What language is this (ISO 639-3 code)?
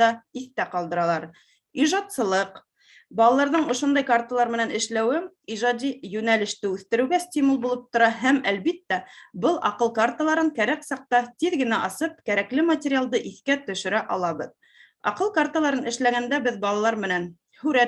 bak